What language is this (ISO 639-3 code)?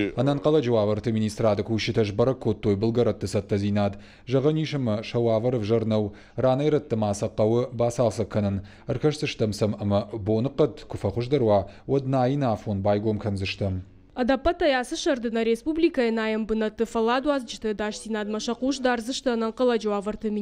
oss